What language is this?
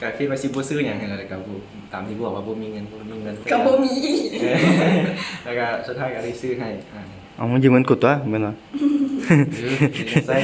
Lao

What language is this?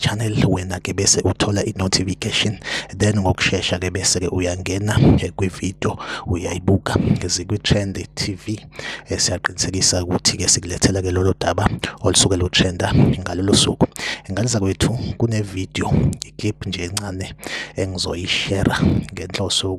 Zulu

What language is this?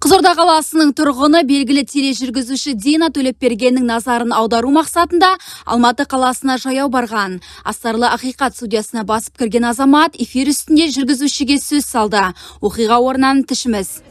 Kazakh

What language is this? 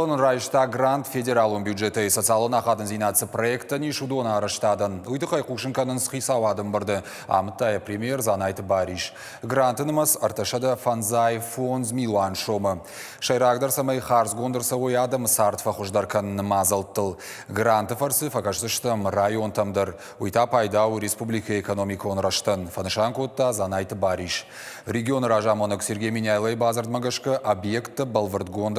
Ossetic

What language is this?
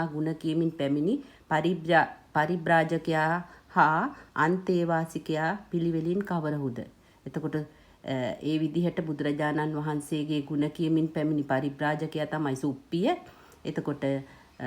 Sinhala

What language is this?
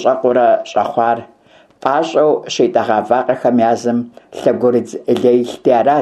Kabardian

